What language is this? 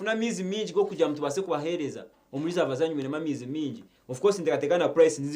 Nyankole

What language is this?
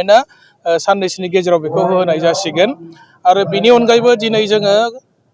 Bodo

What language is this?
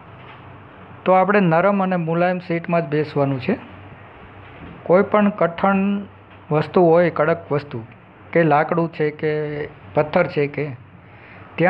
Gujarati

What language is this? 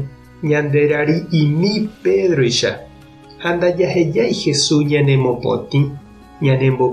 Guarani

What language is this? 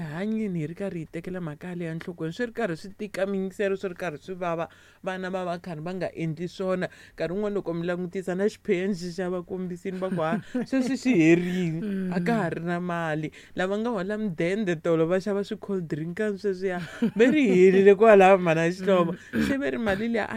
Tsonga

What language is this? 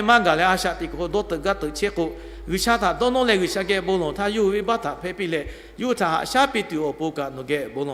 Lahu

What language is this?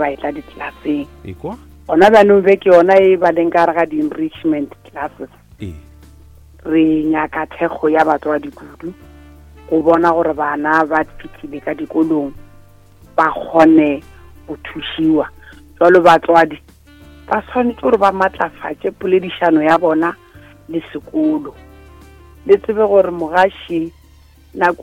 Northern Sotho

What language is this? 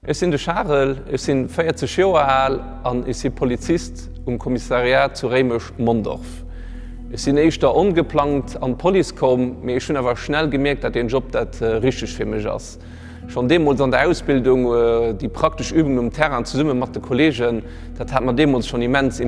Luxembourgish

